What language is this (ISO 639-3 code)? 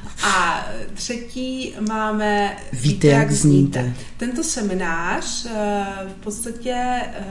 ces